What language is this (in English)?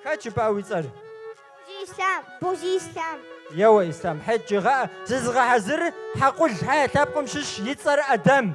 Kabardian